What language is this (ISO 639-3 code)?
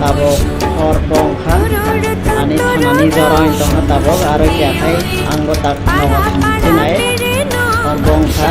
trp